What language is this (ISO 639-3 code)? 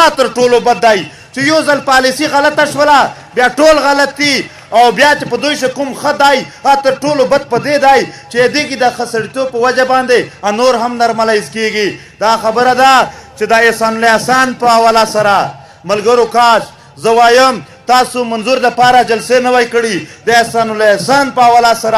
pus